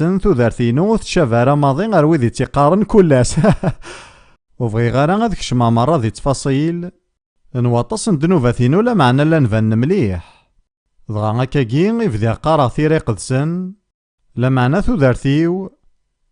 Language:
Kabyle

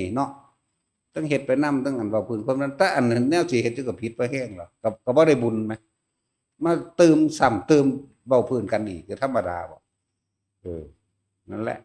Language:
Northeastern Thai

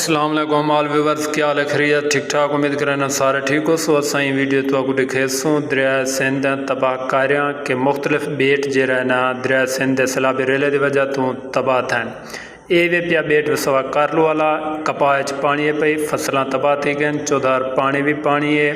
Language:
Saraiki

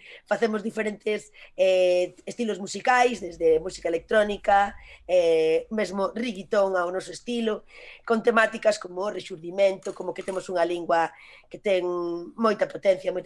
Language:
Galician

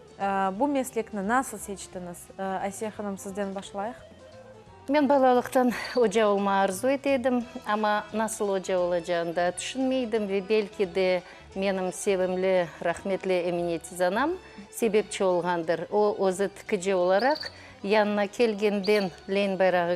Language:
Crimean Tatar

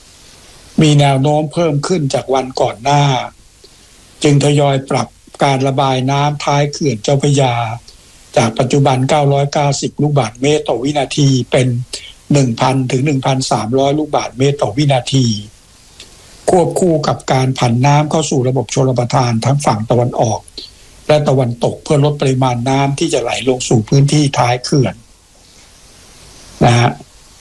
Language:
Thai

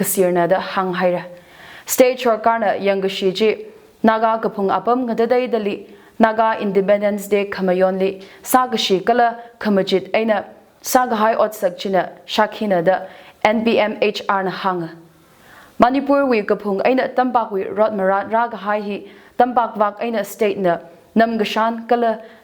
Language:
Tangkhul Naga (India)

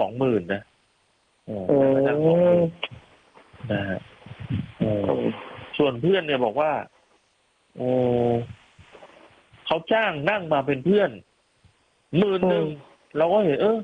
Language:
Thai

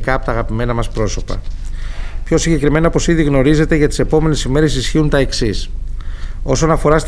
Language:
Greek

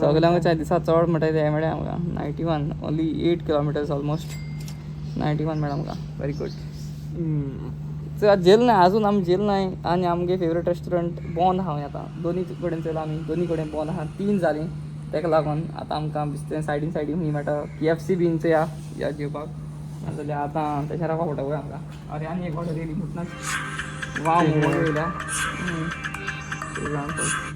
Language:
Konkani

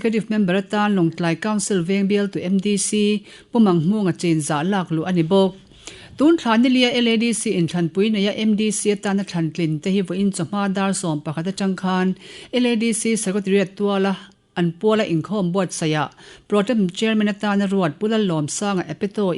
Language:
Mizo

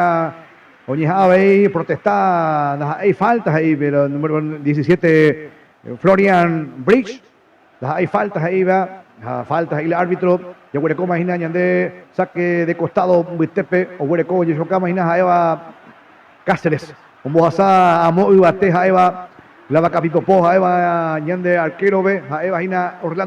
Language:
Guarani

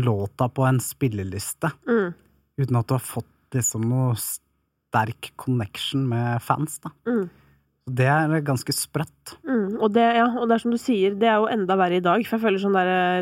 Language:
Norwegian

